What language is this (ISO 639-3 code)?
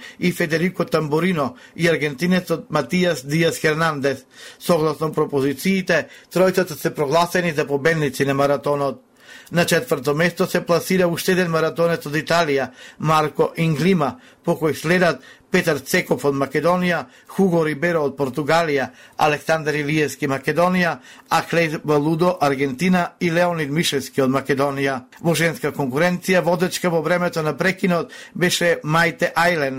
mkd